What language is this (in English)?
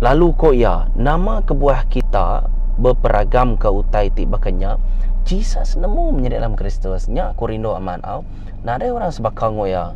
Iban